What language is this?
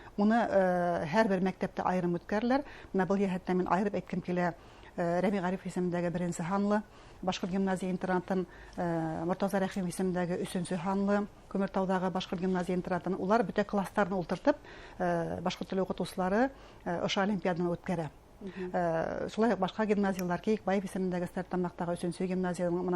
Bashkir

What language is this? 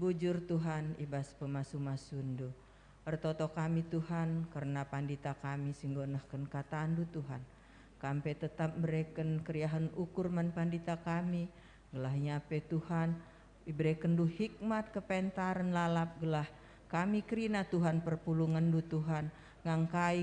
Batak Karo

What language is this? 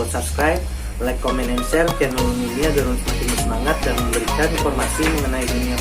Banjar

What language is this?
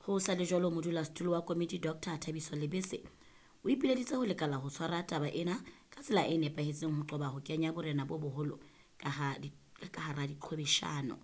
Southern Sotho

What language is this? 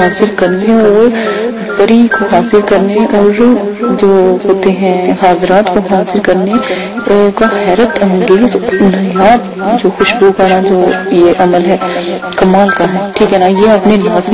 Urdu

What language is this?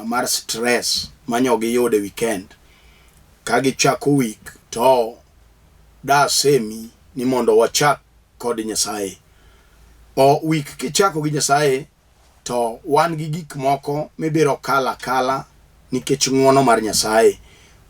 Luo (Kenya and Tanzania)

